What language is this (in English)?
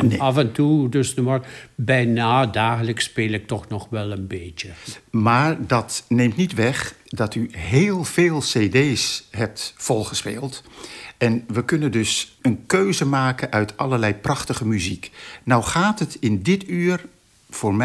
Dutch